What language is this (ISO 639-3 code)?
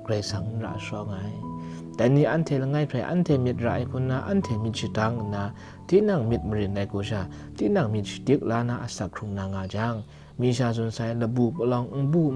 kac